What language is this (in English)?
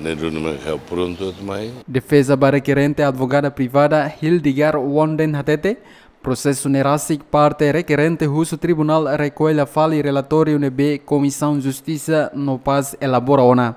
Tetum